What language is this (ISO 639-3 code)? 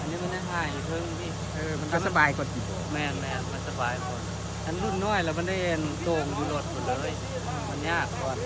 lao